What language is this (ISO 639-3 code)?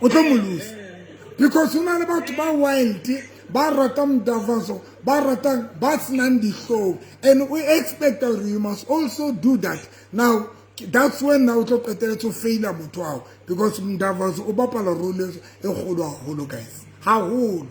sot